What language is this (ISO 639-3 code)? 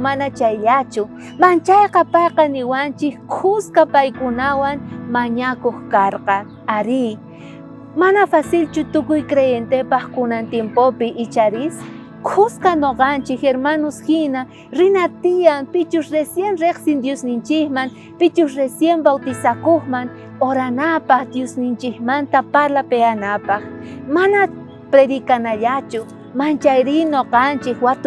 quh